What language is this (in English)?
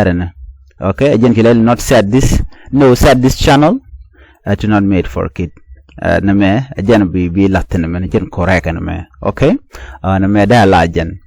Nuer